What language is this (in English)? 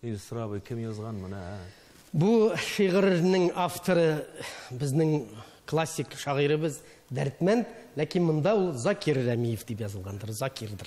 Tatar